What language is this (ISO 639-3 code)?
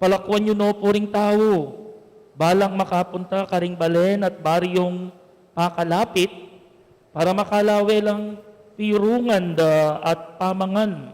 pam